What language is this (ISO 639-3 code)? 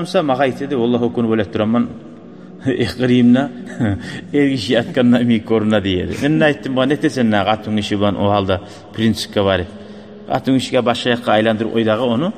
kum